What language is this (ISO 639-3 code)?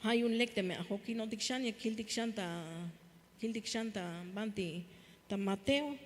tzh